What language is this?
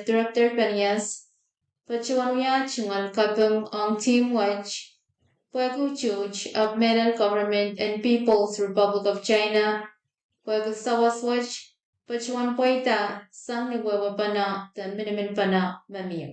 Pohnpeian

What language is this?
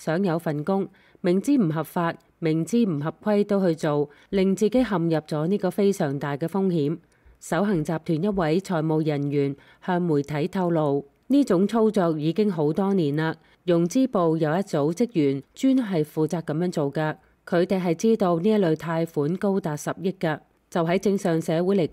Cantonese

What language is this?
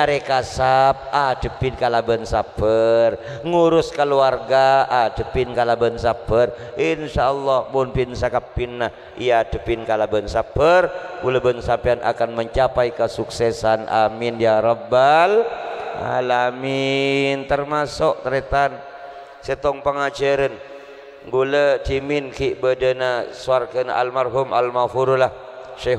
Madurese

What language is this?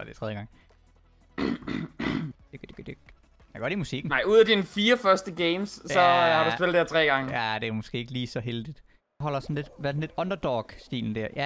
Danish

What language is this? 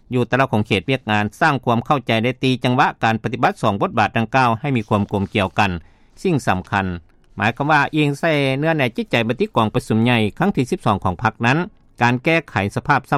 Lao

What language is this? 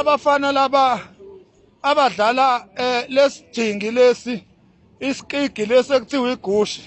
Zulu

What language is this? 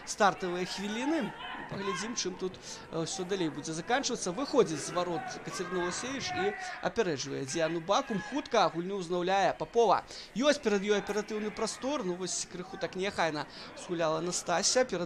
Belarusian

